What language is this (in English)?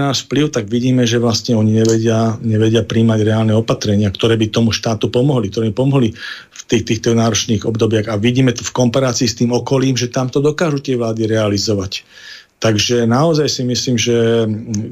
Slovak